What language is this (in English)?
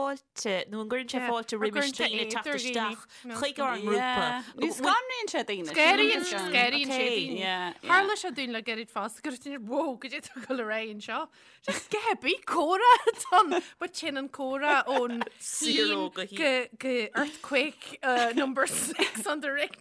Irish